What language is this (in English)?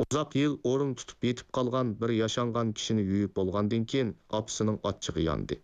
Uyghur